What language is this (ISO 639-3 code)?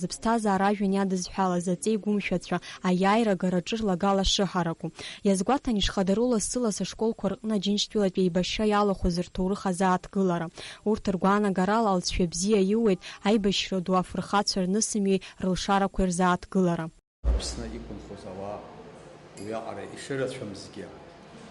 abk